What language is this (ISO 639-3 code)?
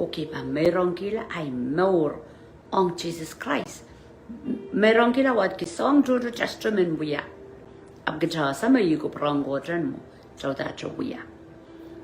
pon